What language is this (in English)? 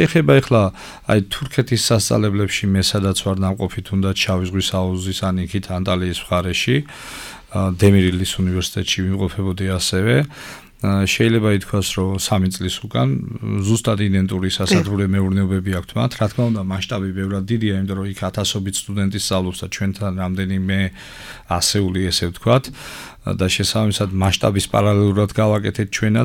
Georgian